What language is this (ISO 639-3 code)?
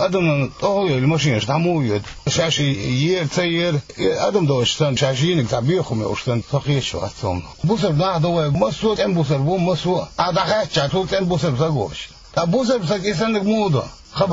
che